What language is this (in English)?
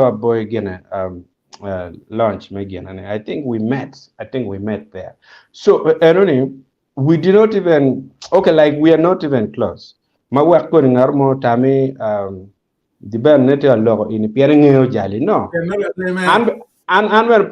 Acoli